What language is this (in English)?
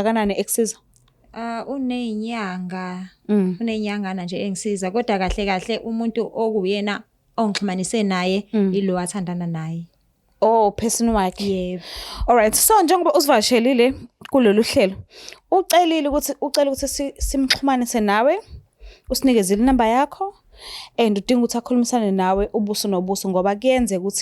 Zulu